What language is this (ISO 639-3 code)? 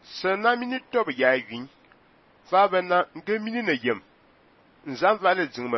fan